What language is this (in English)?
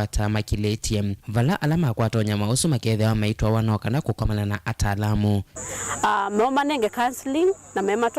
Kamba